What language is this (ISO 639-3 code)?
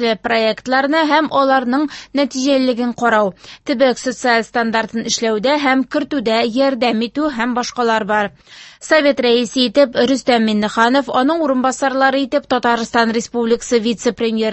tat